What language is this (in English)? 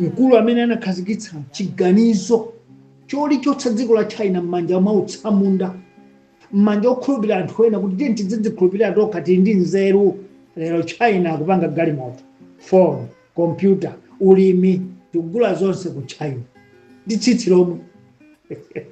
Nyanja